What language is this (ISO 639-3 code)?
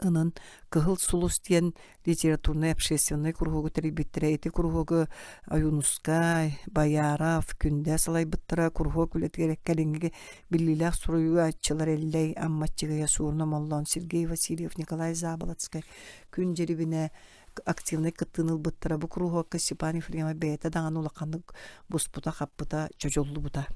sah